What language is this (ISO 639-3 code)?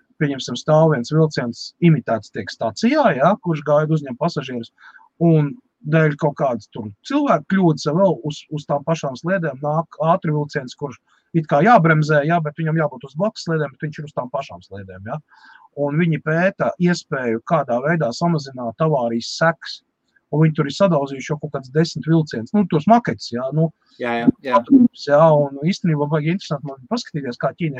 lav